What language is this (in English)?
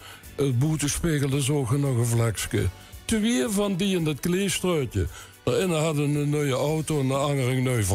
Limburgish